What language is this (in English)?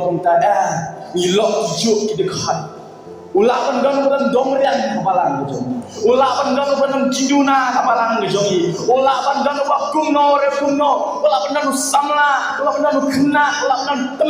Khasi